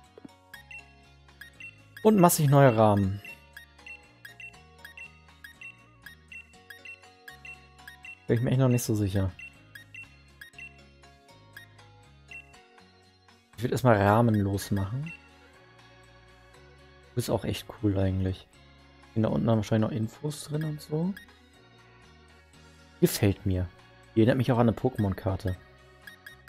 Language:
German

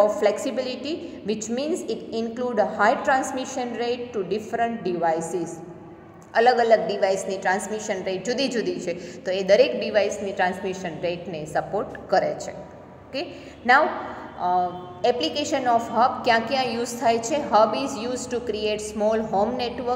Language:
Gujarati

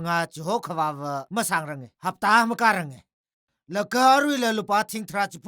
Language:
Tangkhul Naga (India)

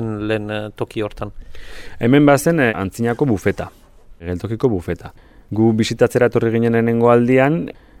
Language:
Basque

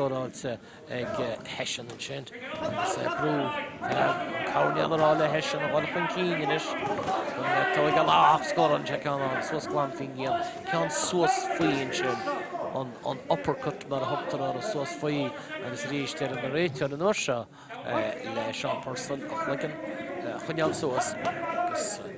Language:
Irish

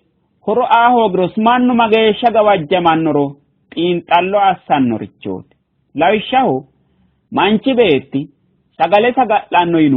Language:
Sidamo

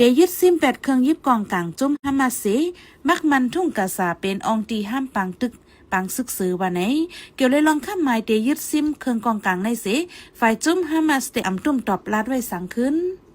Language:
Shan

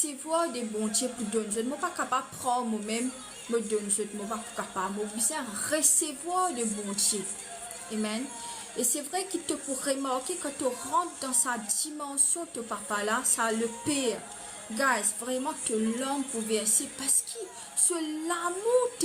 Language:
Morisyen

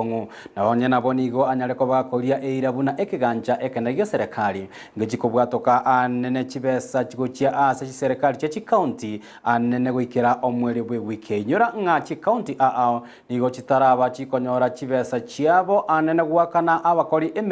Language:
Gusii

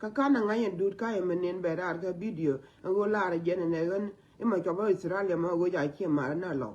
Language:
Nuer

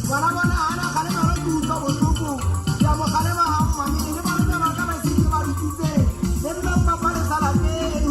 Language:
Southern Sotho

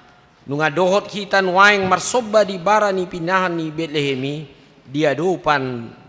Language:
Batak Toba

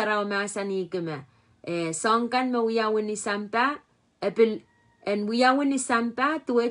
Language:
Pohnpeian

